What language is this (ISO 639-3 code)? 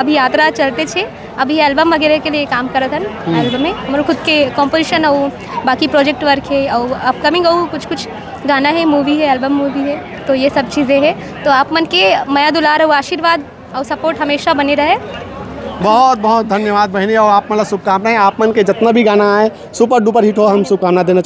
hne